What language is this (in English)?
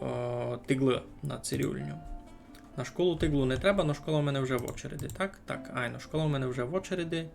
Rusyn